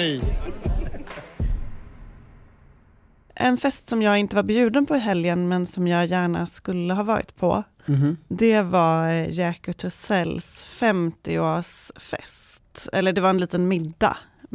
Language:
Swedish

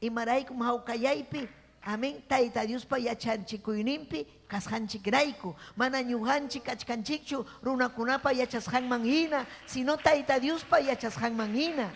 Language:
Ayacucho Quechua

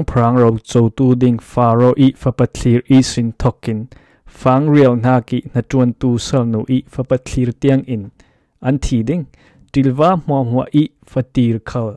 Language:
Falam Chin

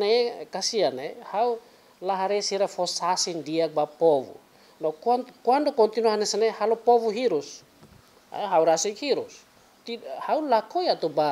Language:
Tetum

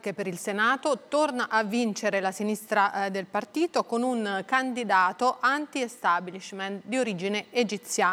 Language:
Italian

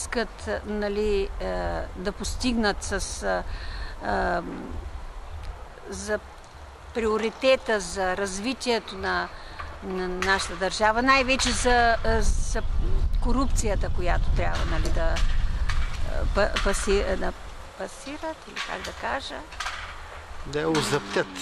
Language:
Bulgarian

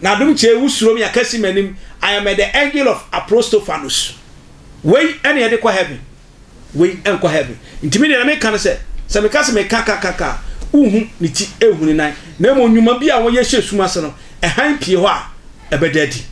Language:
Akan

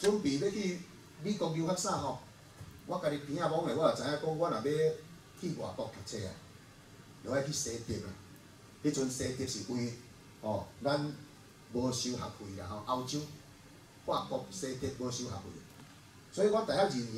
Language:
Min Nan Chinese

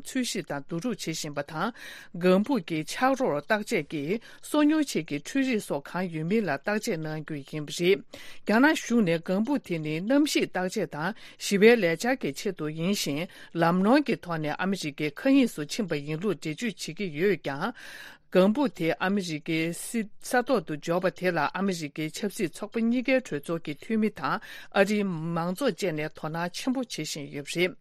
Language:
Tibetan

